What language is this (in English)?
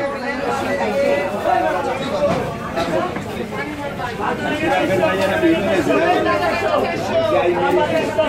Bangla